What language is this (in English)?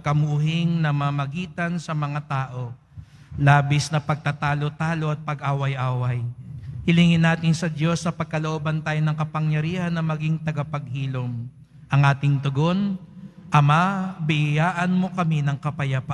Filipino